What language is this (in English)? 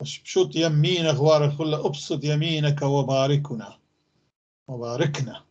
North Levantine Arabic